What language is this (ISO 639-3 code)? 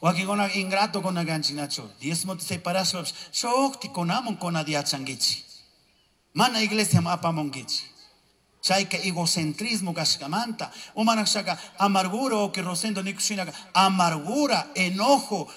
qug